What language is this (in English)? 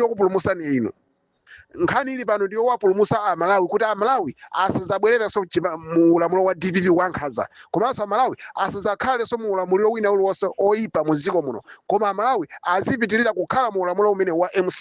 Nyanja